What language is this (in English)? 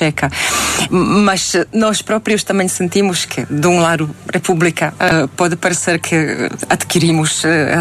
Portuguese